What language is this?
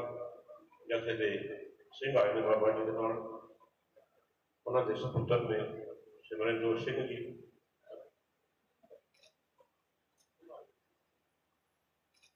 Punjabi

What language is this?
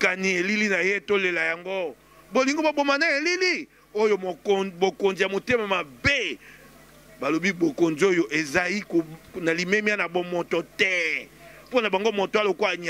Lingala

